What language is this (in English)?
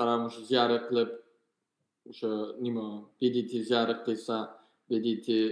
Uyghur